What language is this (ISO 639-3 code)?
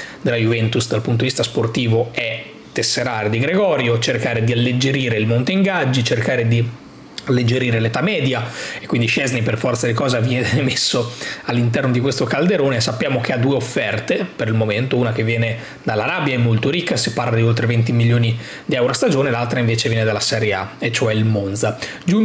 ita